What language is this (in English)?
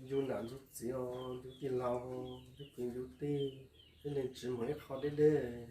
Hmong